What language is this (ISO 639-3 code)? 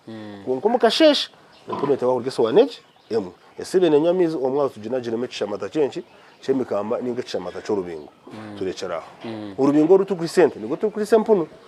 nyn